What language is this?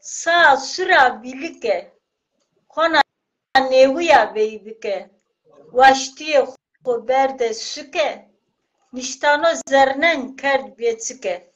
Zaza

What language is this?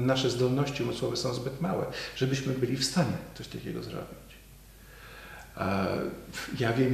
Polish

